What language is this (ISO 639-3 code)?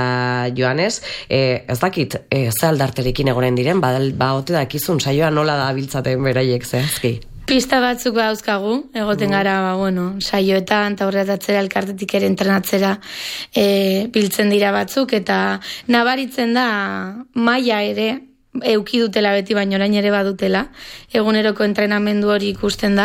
eus